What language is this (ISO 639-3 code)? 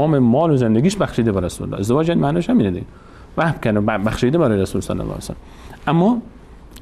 fas